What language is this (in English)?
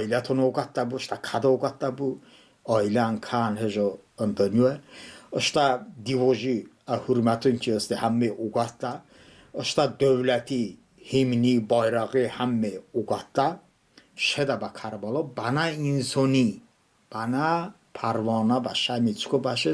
Talysh